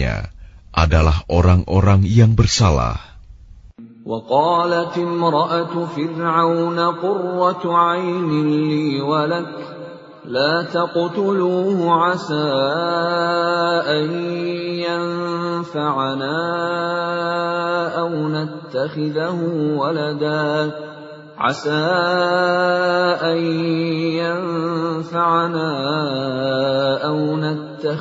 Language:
Indonesian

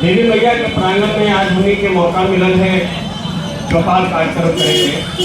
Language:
Magahi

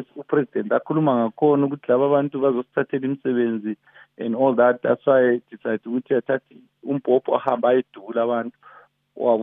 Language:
North Ndebele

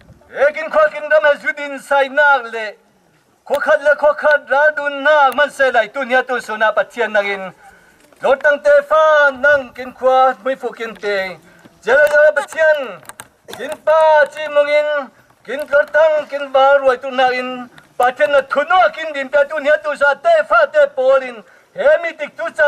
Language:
Falam Chin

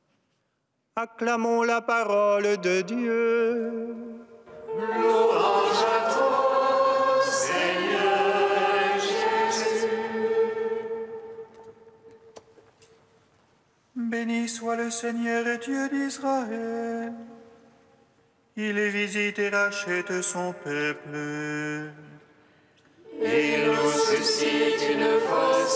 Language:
French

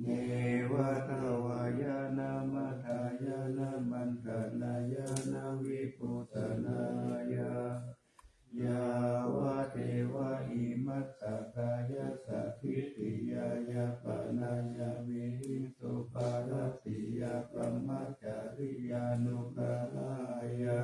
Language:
Pali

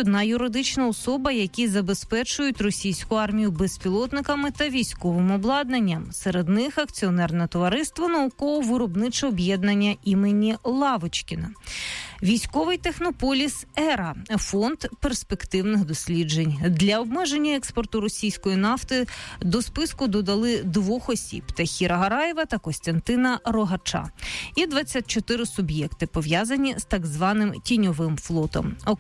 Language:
Ukrainian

